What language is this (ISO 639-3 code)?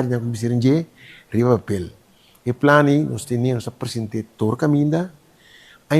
pap